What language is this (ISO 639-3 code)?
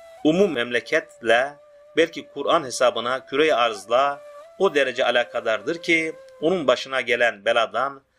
tur